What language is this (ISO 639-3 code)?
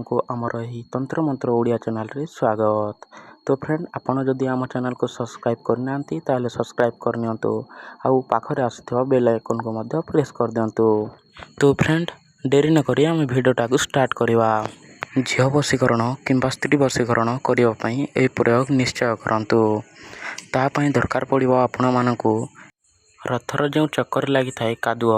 ori